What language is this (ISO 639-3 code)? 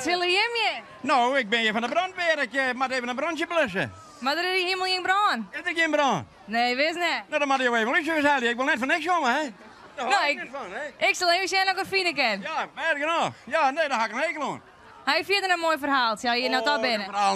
fry